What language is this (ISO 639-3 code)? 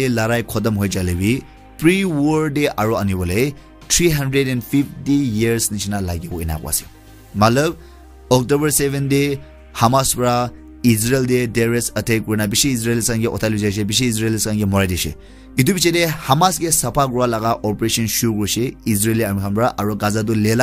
nag